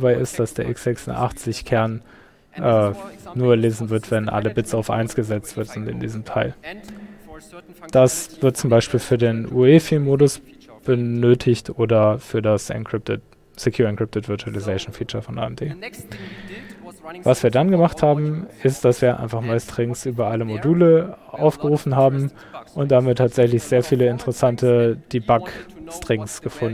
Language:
German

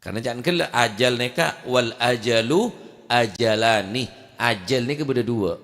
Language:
Madurese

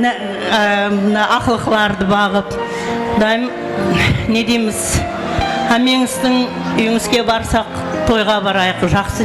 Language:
Kara-Kalpak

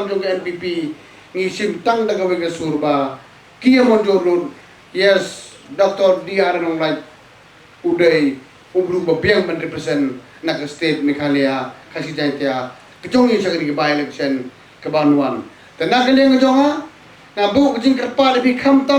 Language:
Khasi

